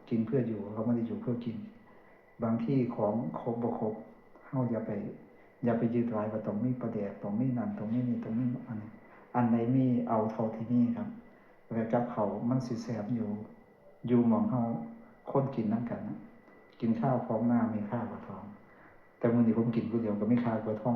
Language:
Northeastern Thai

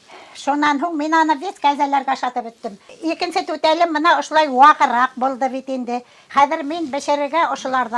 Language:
Bashkir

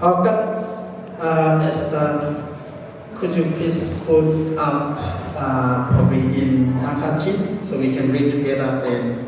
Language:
Hakha Chin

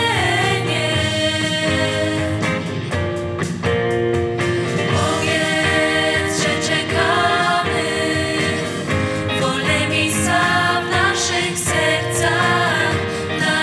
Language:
Polish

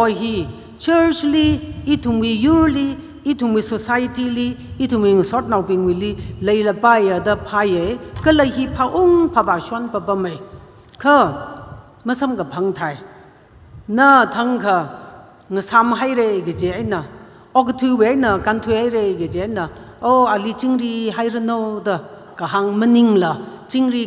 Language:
Tangkhul Naga (India)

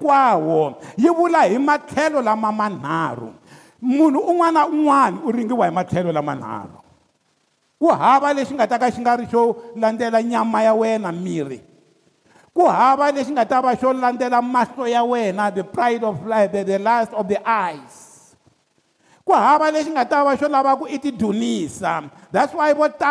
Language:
Tsonga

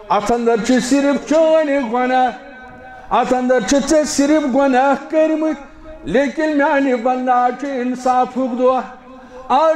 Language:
Kashmiri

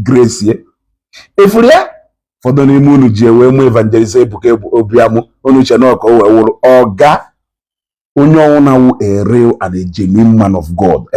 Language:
Igbo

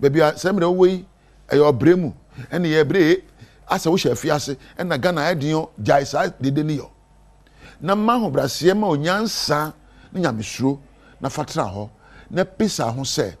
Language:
Akan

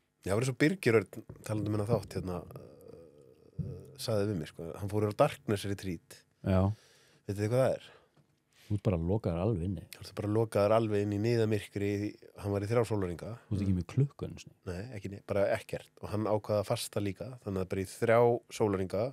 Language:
Icelandic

